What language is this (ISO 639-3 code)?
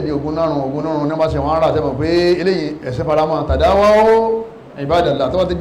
yor